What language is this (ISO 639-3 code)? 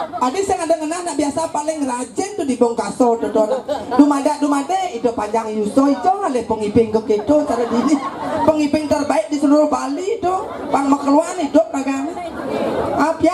ban